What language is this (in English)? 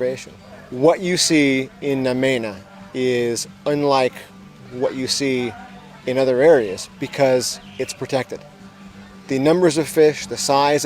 Fijian